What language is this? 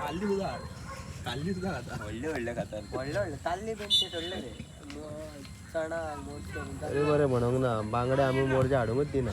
Konkani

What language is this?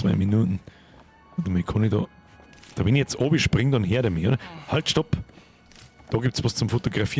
Bavarian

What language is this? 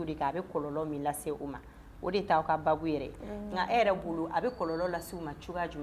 Bambara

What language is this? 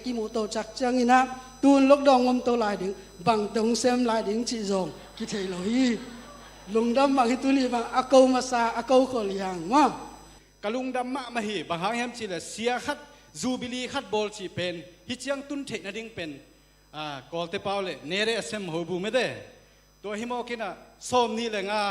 Tedim Chin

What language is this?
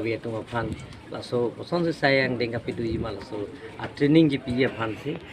Karbi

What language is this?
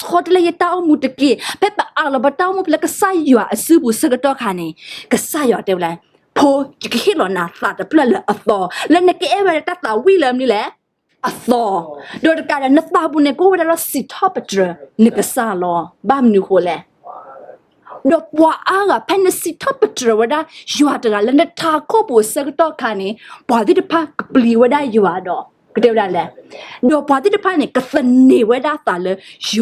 S'gaw Karen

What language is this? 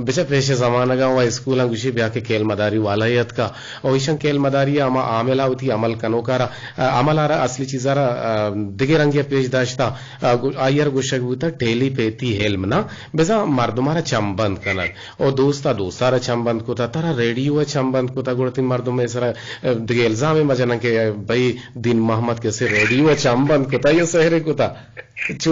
Eastern Balochi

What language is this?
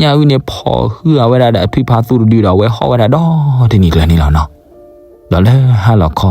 S'gaw Karen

